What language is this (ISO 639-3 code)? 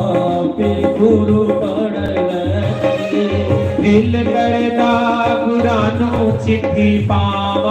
doi